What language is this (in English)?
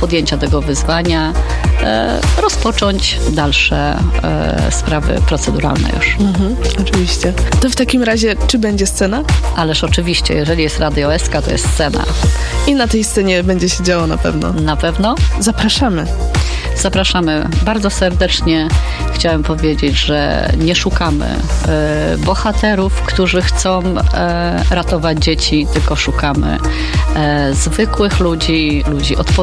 Polish